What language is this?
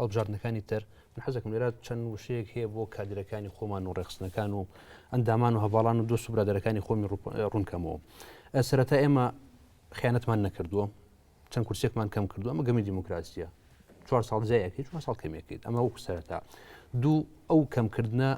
Central Kurdish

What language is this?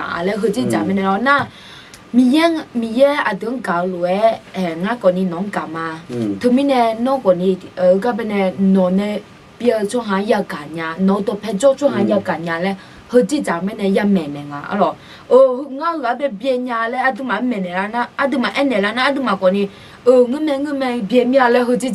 Akha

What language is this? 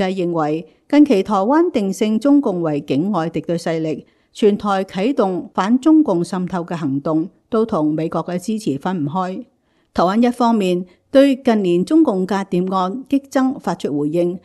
Cantonese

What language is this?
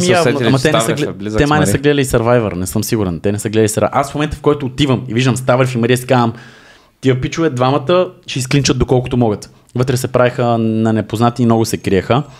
Bulgarian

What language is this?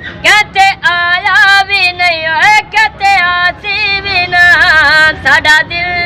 Saraiki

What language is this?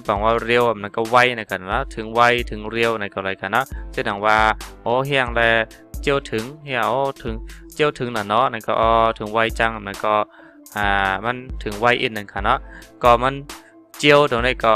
Shan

